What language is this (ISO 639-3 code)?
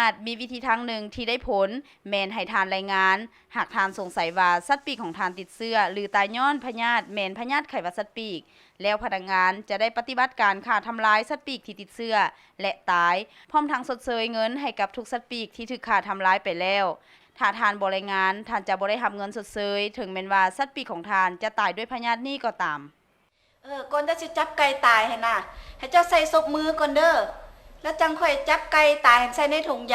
lao